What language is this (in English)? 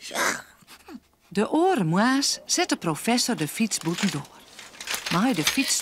Western Frisian